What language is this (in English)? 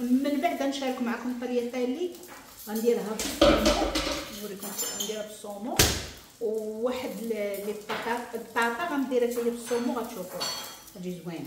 Moroccan Arabic